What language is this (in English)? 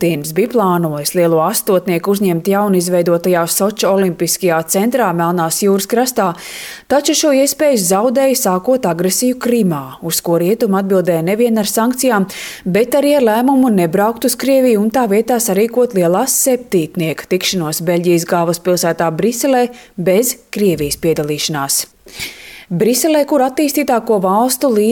Latvian